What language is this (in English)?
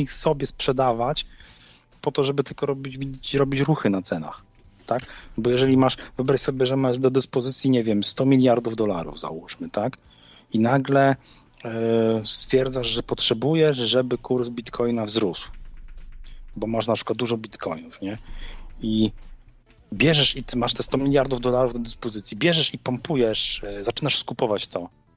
Polish